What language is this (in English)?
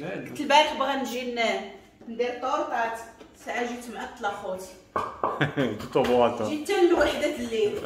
Moroccan Arabic